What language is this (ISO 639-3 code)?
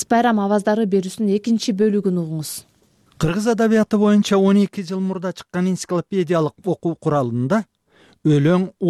kir